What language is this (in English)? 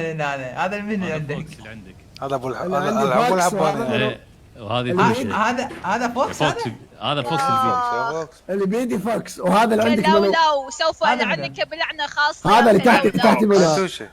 Mesopotamian Arabic